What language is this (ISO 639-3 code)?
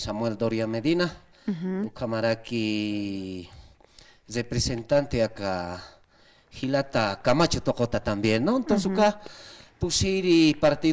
aym